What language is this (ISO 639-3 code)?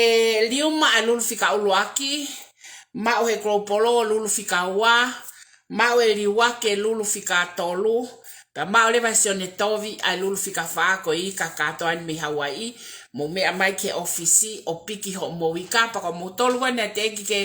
ton